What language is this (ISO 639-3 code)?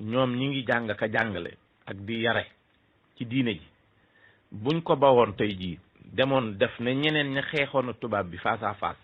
wol